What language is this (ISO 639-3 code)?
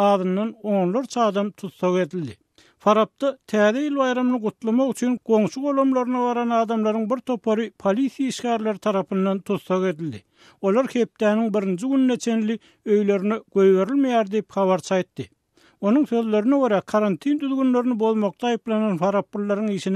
tuk